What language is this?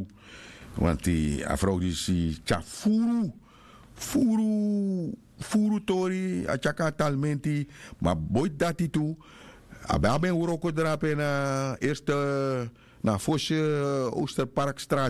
Sranan Tongo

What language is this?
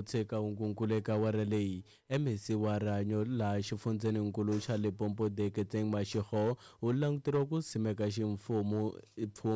Tsonga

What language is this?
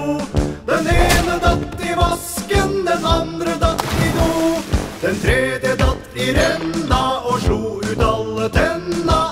Norwegian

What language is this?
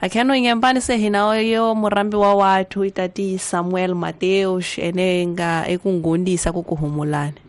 Tsonga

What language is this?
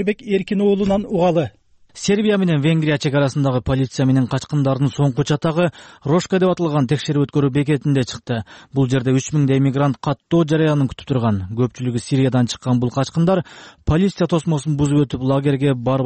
Kyrgyz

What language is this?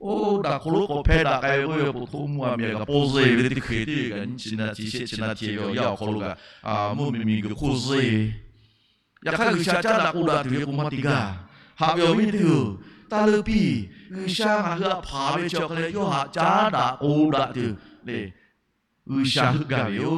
Lahu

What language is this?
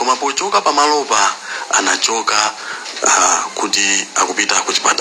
Nyanja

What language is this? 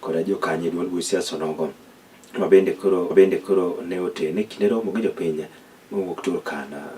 Luo (Kenya and Tanzania)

